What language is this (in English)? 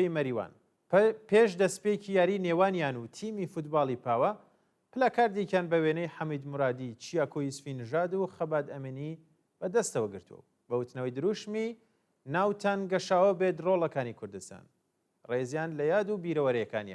Central Kurdish